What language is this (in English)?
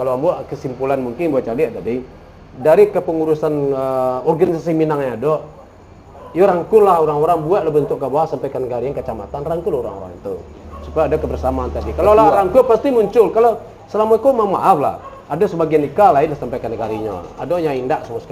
Minangkabau